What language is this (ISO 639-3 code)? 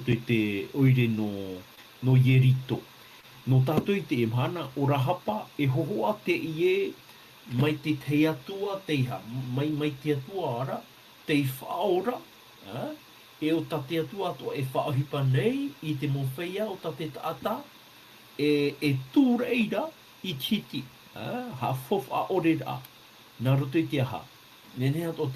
tah